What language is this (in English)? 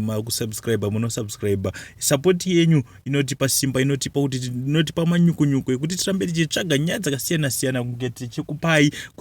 Shona